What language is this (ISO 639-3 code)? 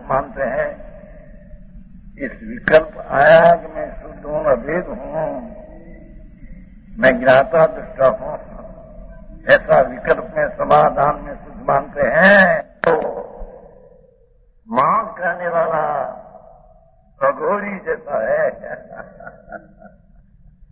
hin